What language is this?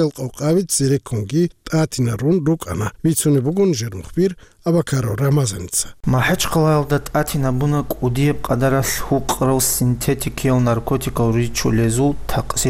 Avaric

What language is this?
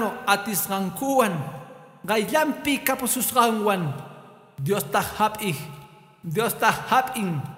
Quechua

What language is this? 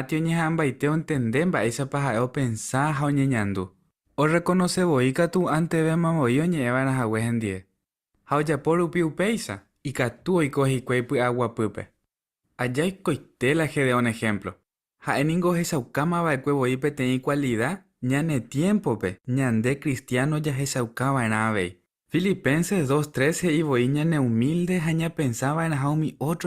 Guarani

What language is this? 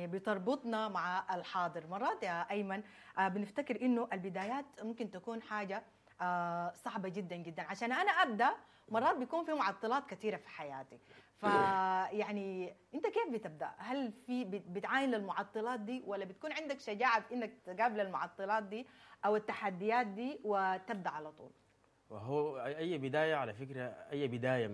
Sudanese Arabic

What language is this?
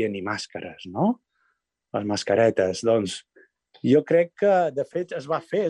Catalan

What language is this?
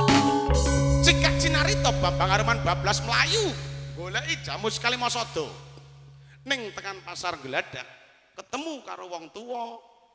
Javanese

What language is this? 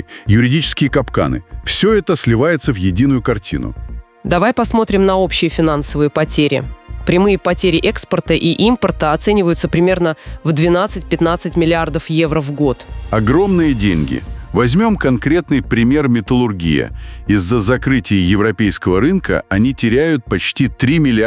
Russian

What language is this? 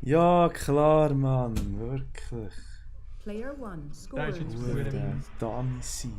Swiss German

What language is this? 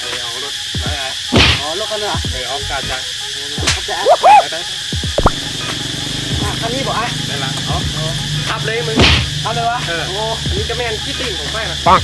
Lao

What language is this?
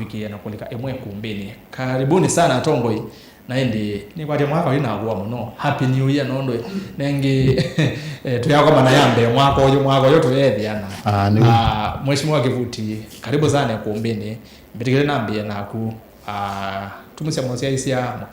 Kamba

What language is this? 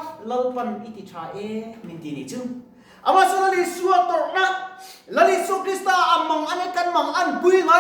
Mizo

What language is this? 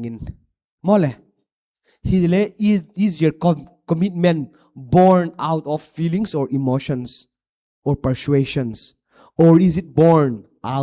Paite Chin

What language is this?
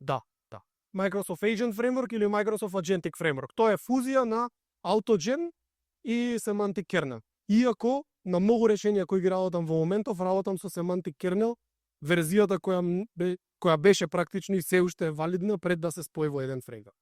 Macedonian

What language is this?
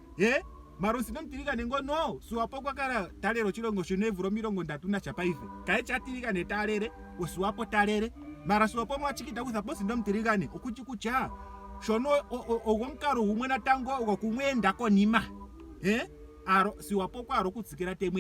Ndonga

